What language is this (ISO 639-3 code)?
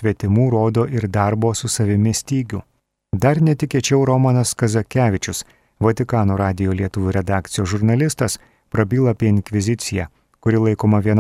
lit